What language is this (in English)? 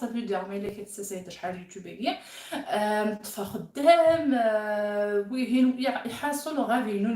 Kabyle